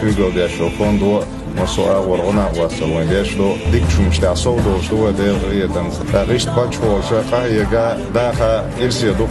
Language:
Chechen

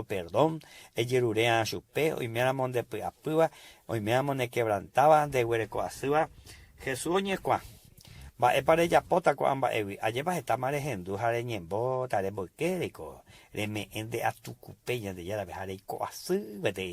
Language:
Guarani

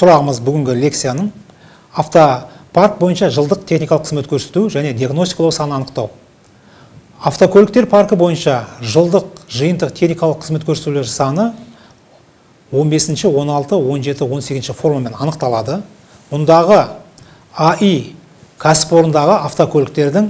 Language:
Kazakh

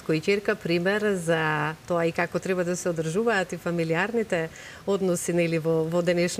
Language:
Macedonian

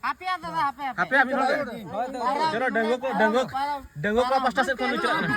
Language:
Santali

